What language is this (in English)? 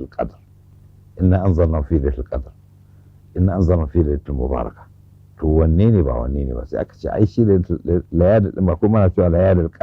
Hausa